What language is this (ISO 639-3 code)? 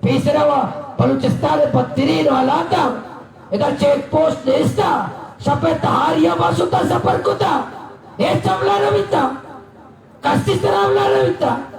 bal